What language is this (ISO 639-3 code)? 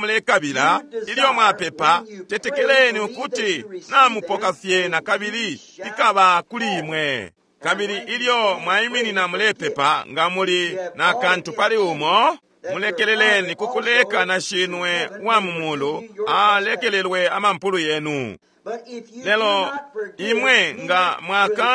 bem